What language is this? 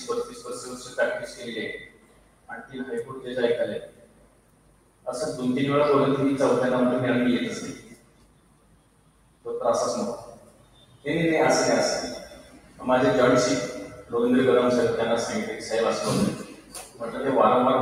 Marathi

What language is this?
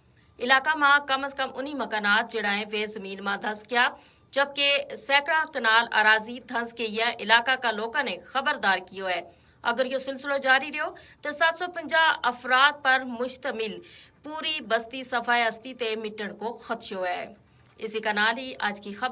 Gujari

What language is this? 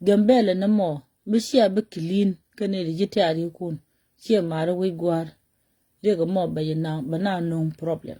Nuer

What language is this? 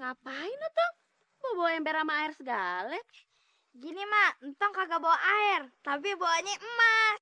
Betawi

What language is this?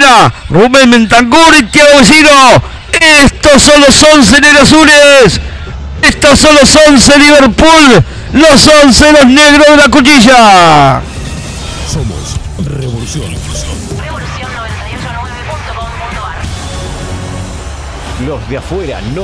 Spanish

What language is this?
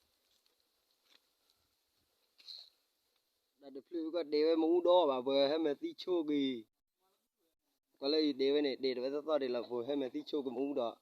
S'gaw Karen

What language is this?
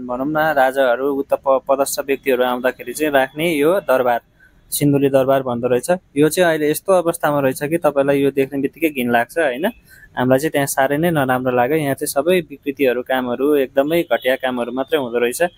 Nepali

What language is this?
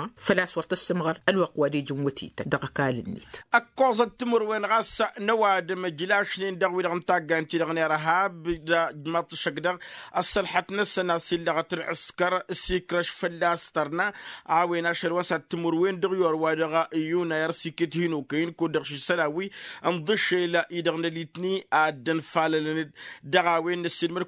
Tamasheq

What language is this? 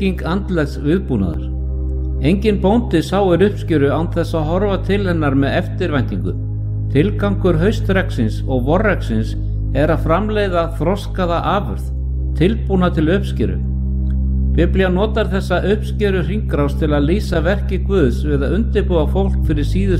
Icelandic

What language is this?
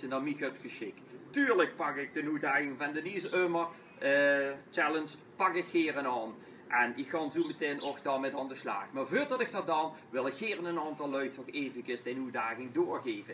Limburgish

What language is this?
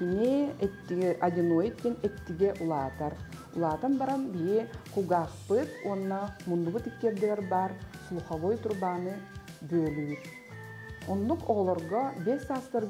Yakut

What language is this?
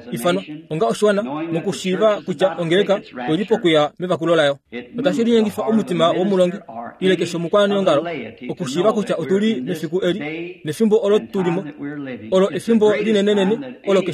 Kuanyama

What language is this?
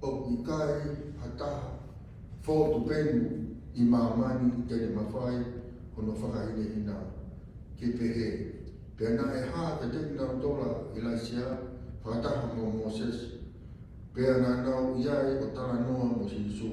Tongan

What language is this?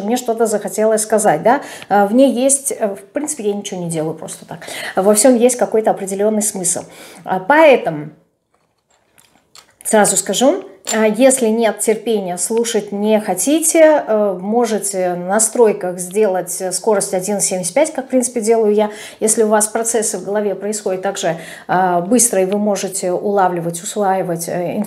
Russian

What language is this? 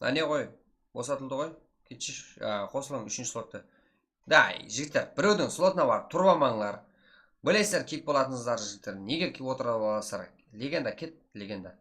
Kara-Kalpak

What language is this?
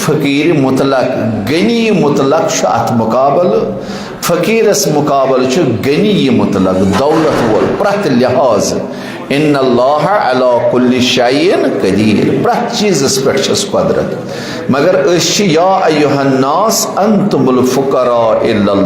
Kashmiri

